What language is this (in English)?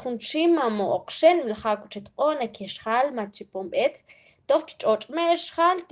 Mam